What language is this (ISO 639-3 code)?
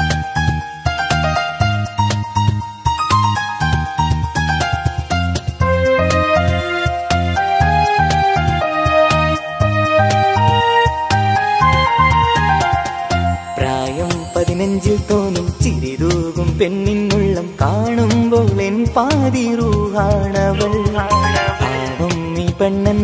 mal